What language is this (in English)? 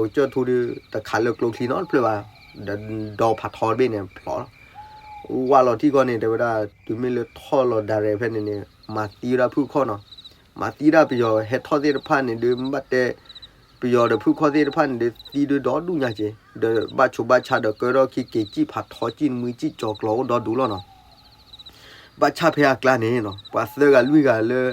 S'gaw Karen